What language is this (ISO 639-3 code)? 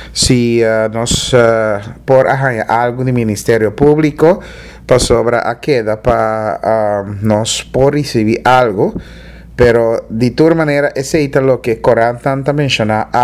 pap